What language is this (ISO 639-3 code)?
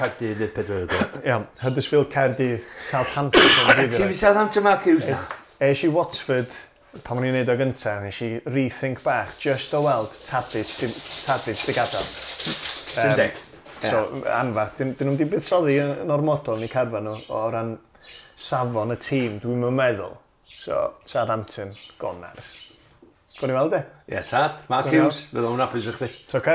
cym